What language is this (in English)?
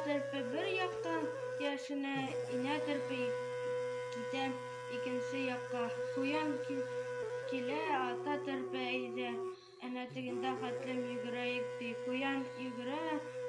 Bashkir